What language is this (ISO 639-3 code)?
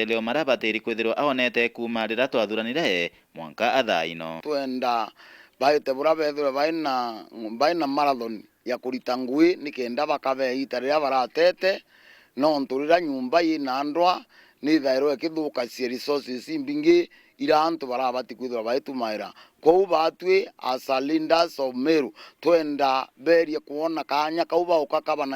mer